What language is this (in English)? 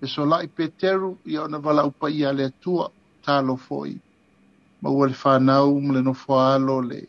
Samoan